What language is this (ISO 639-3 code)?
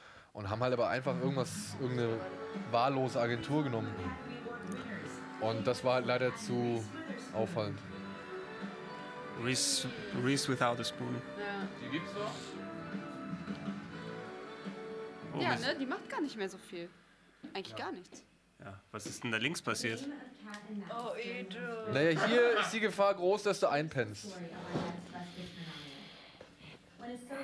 deu